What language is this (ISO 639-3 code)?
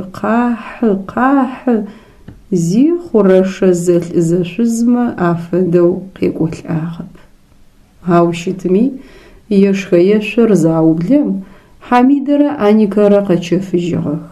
ady